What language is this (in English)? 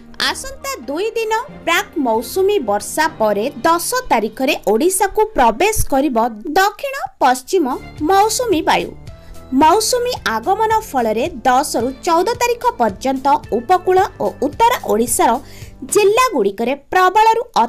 Odia